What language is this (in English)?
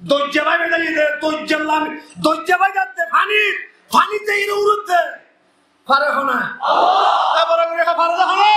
Rohingya